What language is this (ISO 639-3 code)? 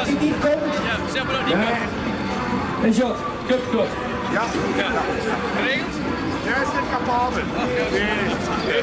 lim